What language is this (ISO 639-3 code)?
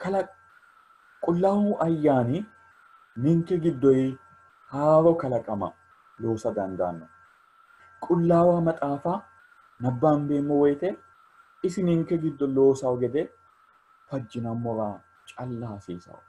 sid